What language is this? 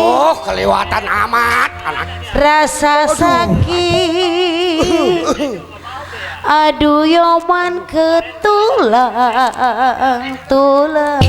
Betawi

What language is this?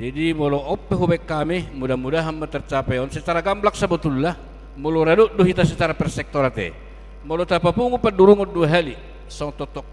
Batak Toba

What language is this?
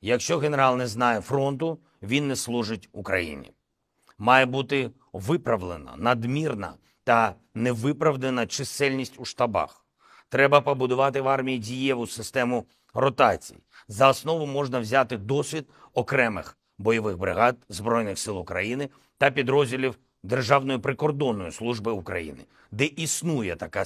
Ukrainian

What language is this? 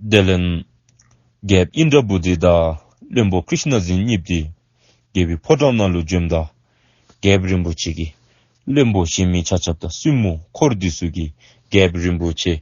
Dzongkha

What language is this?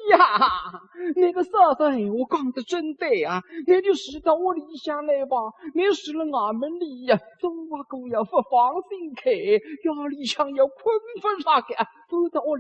Wu Chinese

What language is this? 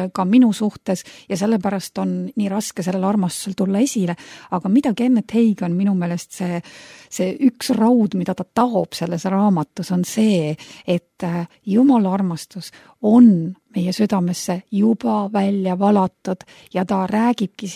Estonian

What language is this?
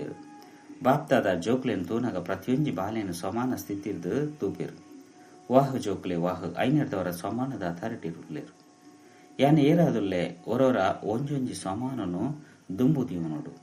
Tulu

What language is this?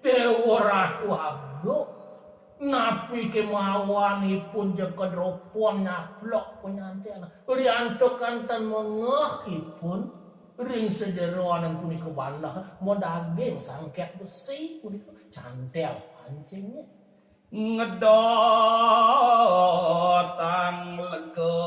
Balinese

